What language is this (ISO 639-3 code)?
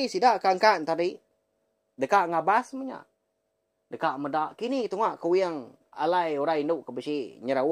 iba